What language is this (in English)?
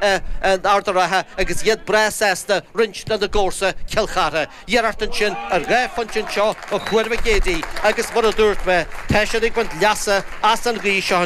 Irish